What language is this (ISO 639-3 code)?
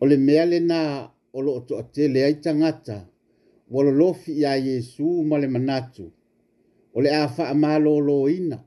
smo